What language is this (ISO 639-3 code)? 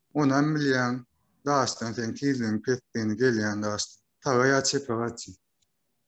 tuk